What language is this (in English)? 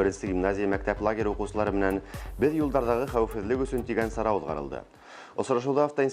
Bashkir